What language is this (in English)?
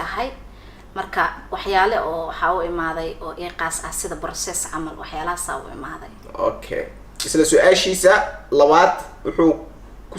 Somali